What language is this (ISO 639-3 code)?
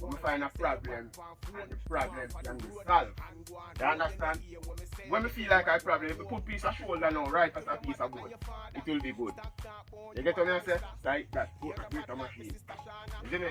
jam